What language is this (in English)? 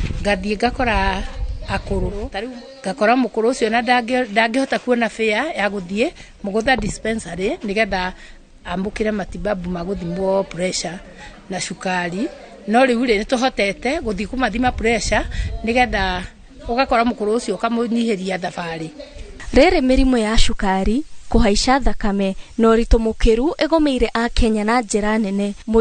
Kikuyu